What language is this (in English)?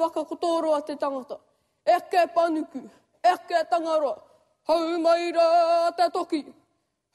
Māori